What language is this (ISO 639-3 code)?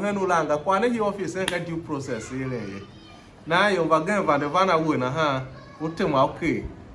tiv